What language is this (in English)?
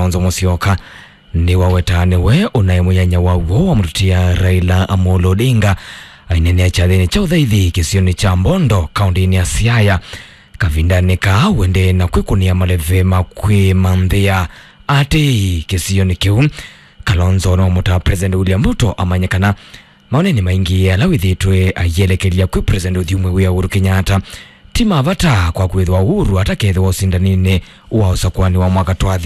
Kamba